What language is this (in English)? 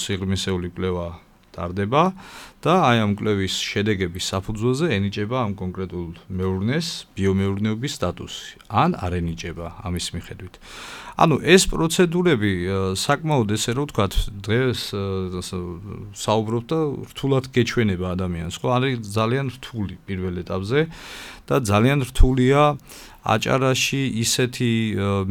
Georgian